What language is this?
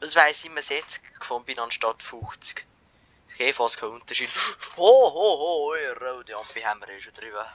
Bavarian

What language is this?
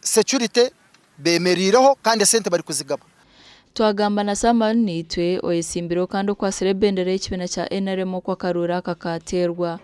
Nyankole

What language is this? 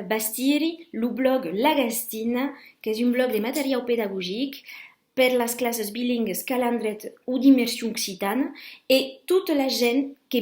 Occitan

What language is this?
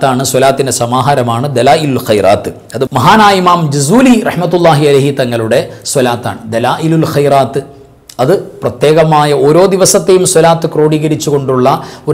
Malayalam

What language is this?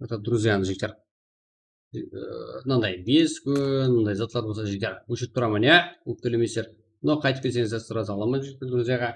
Kara-Kalpak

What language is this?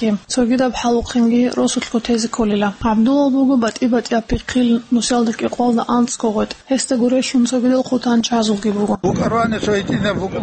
Avaric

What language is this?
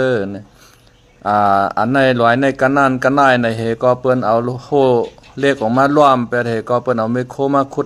Shan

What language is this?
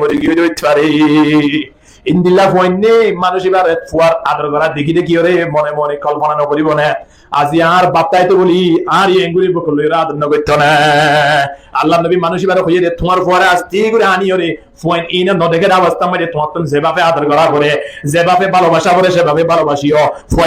Rohingya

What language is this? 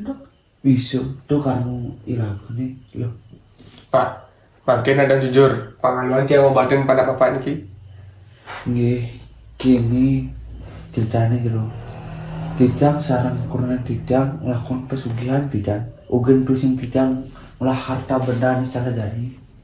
Balinese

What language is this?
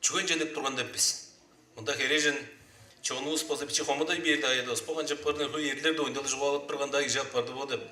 Tuvinian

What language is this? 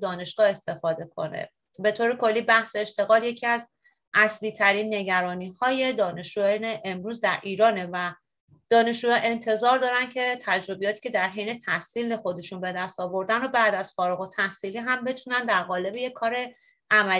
Persian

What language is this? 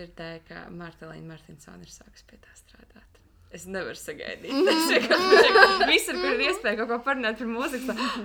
Latvian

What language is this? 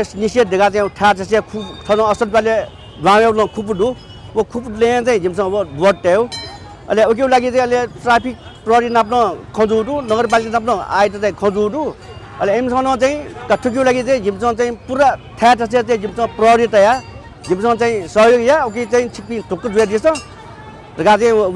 Newari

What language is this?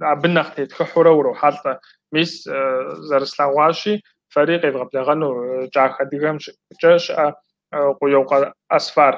Kabardian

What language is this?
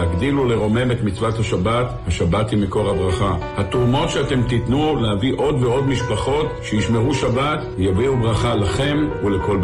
Hebrew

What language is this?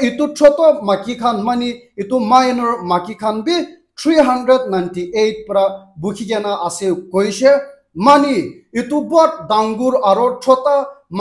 Naga Pidgin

